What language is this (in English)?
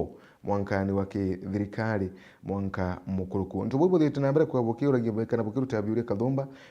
Meru